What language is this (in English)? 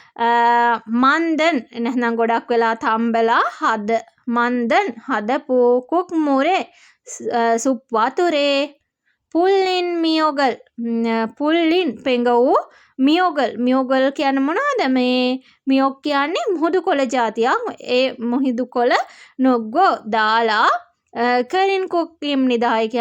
Sinhala